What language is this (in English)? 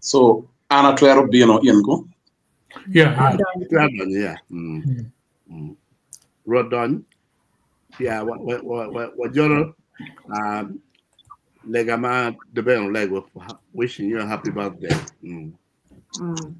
Acoli